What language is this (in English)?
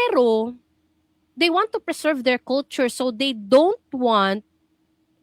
Cebuano